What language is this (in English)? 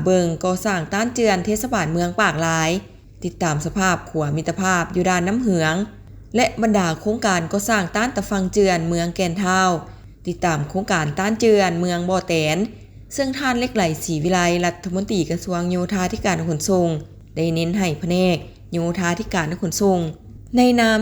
Lao